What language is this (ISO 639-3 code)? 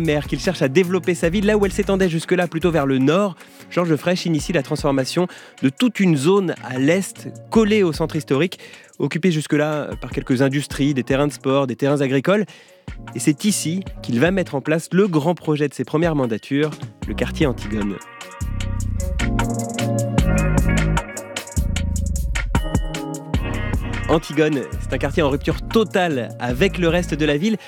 fra